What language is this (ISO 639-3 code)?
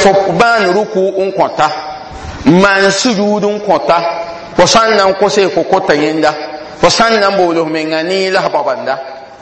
mos